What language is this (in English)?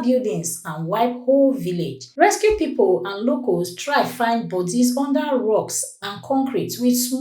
Nigerian Pidgin